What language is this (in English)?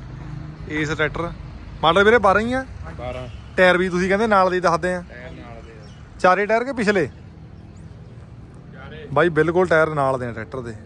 Punjabi